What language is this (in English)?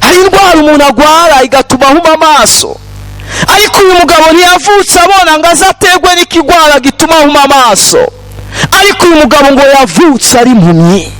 Rundi